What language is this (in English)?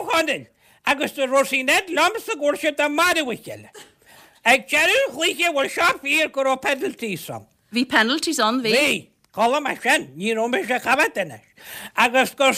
Irish